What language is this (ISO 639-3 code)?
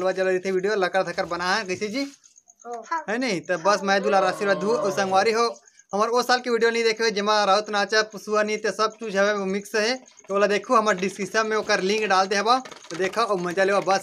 hne